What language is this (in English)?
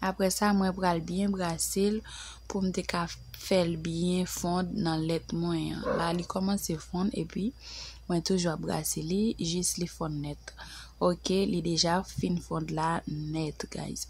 Haitian Creole